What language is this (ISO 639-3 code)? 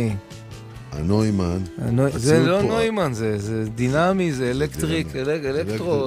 heb